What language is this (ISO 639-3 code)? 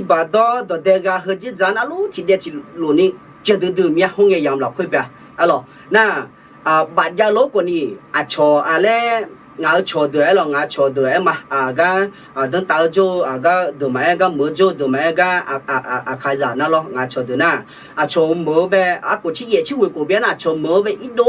ahk